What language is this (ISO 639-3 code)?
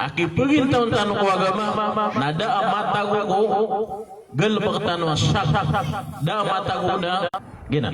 mrw